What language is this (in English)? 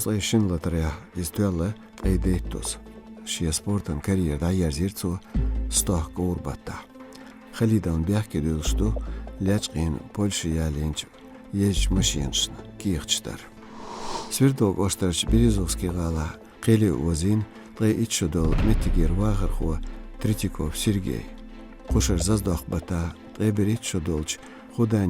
Chechen